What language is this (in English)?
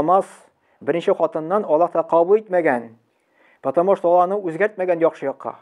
Tatar